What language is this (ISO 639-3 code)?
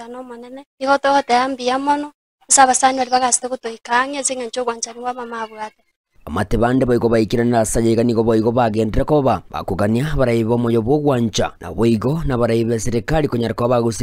guz